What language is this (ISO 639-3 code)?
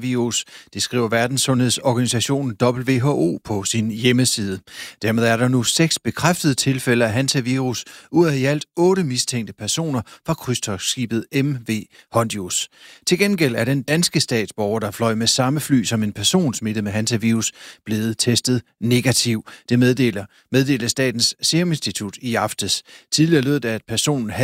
dan